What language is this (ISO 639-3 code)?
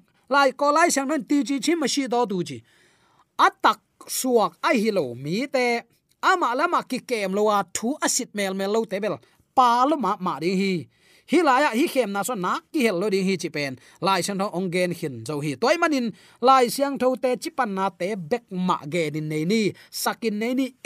ctd